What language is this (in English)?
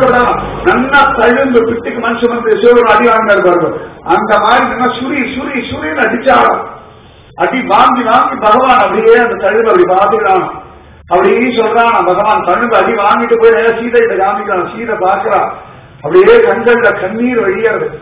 Tamil